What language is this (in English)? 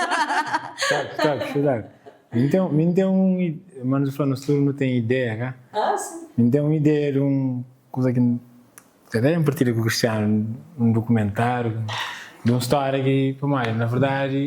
Kabuverdianu